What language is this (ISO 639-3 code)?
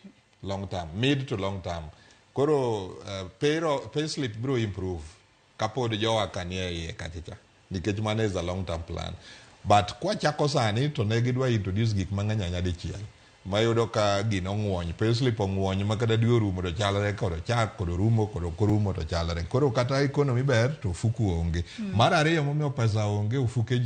luo